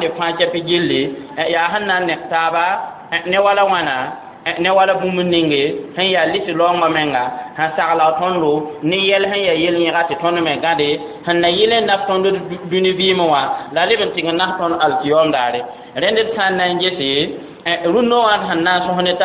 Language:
Mossi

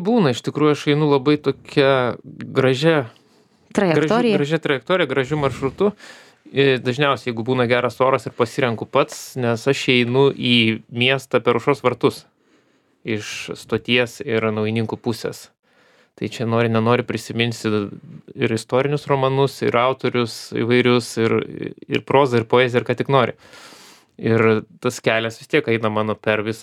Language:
Lithuanian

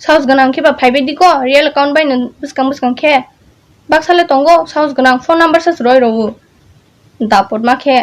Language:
Kok Borok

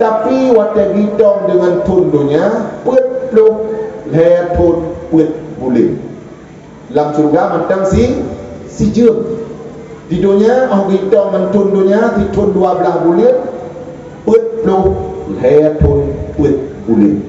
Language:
Achinese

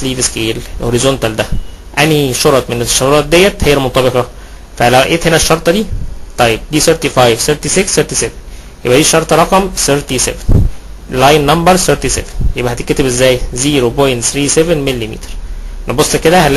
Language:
Egyptian Arabic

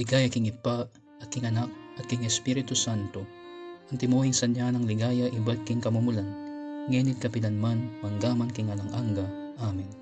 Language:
Pampanga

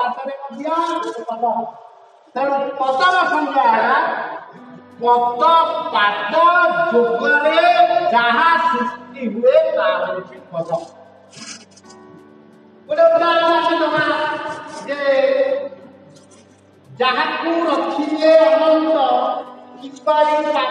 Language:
Odia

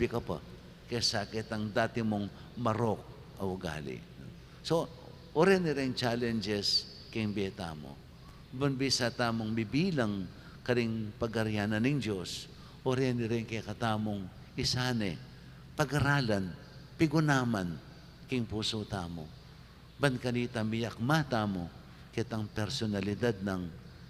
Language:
Pampanga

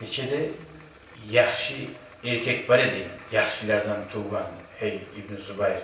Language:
Kumyk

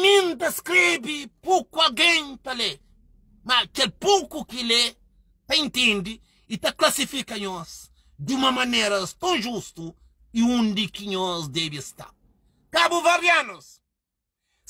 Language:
Kabuverdianu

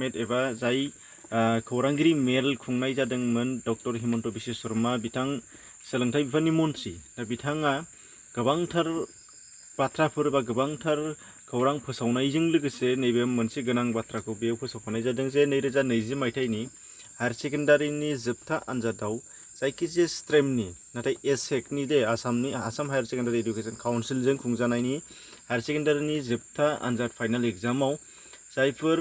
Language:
Bodo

